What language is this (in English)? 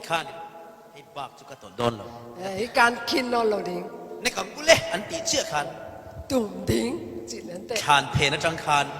Falam Chin